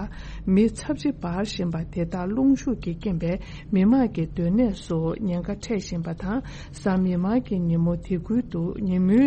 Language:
Tibetan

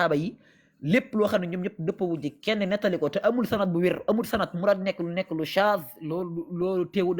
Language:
Wolof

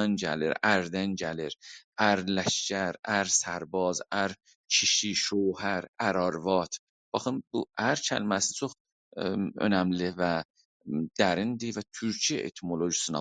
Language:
South Azerbaijani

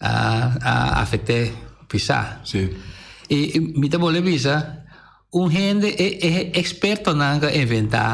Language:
Papiamento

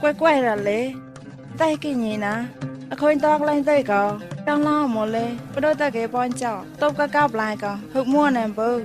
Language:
Mon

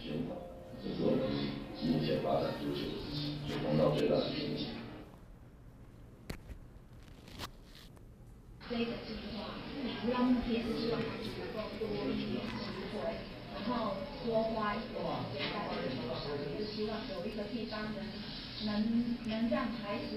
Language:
Chinese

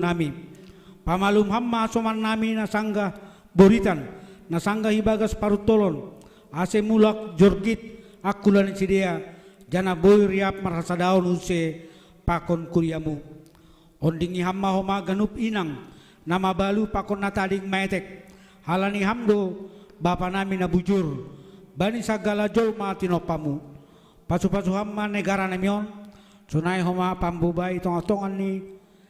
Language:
Batak Simalungun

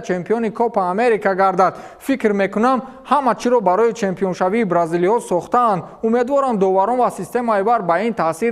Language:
Tajik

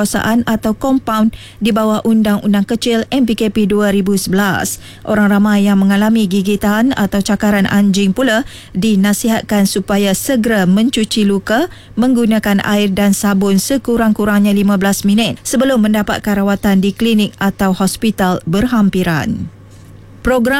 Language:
Malay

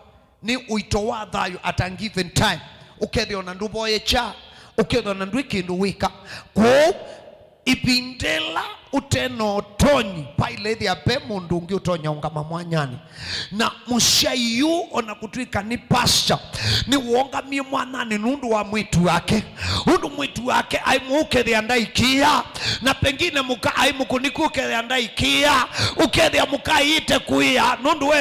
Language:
Kamba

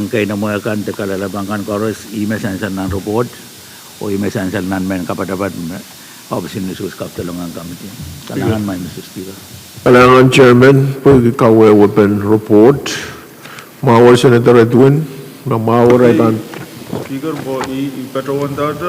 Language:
Pohnpeian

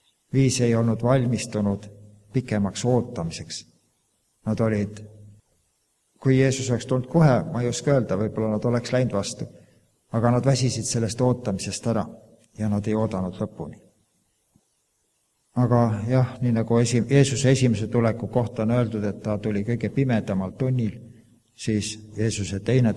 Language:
Estonian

